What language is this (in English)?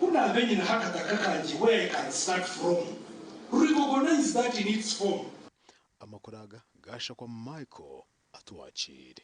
Nyankole